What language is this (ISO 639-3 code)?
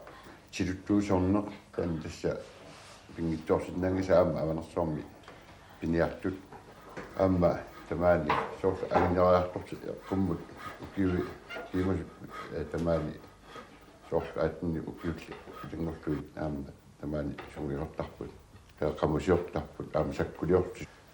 kal